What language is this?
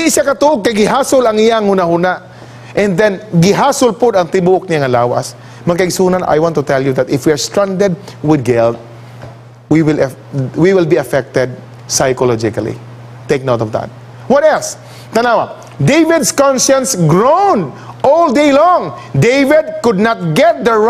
Cebuano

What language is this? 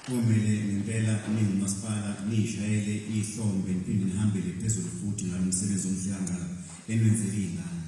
Zulu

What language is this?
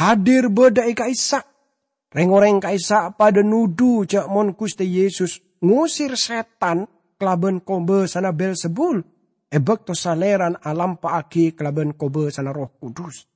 Madurese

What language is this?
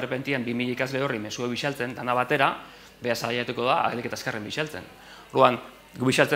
Basque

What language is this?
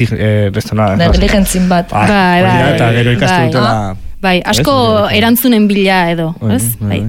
Basque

